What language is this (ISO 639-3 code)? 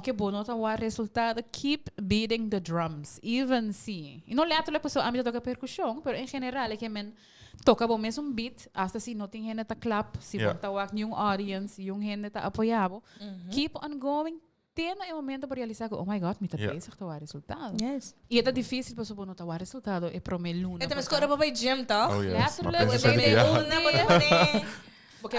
pap